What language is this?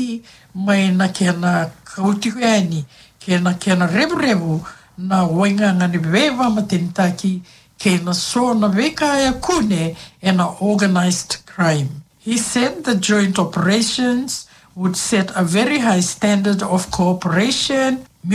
Fijian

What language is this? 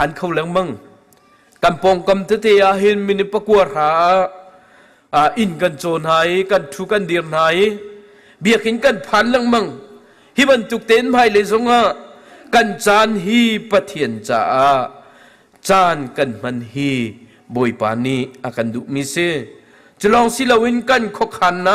Hakha Chin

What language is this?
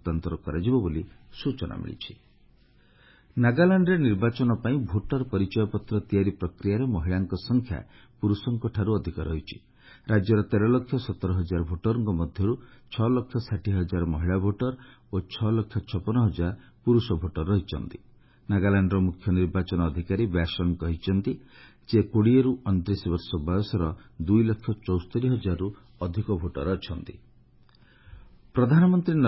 Odia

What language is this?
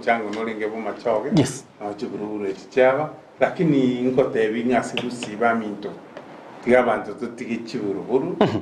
Gusii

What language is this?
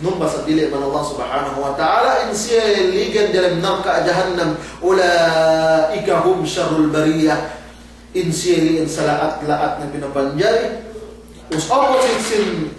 Yakan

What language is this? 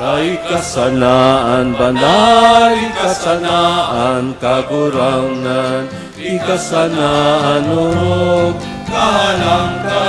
Bikol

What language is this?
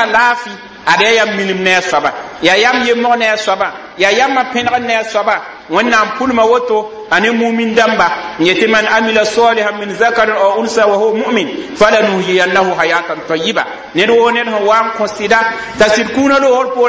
Mossi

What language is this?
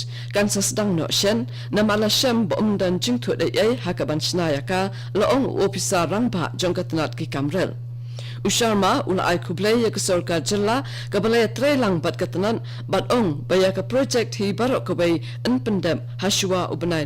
Khasi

